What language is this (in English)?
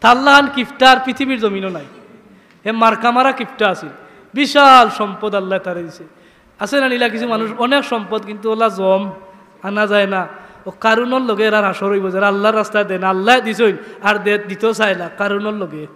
Sylheti